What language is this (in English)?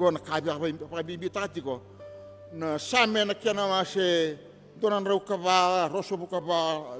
Fijian